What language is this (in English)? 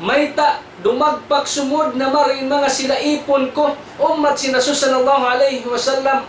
Tausug